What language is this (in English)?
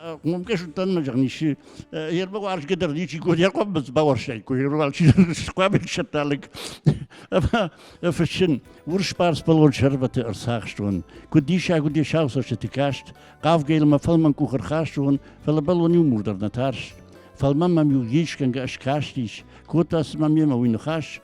Ossetic